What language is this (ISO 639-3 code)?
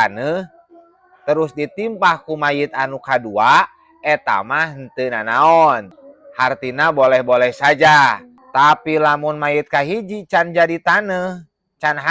sun